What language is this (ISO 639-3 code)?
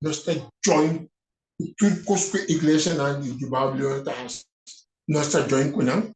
pap